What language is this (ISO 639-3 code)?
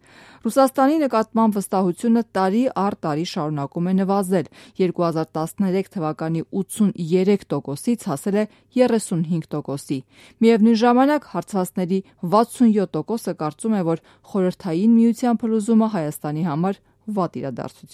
hye